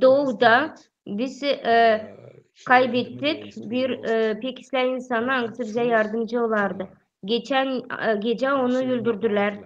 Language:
Gagauz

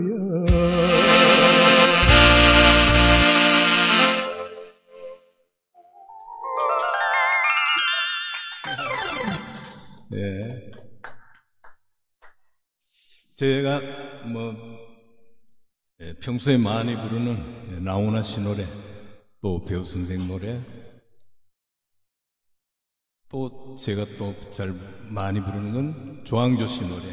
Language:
Korean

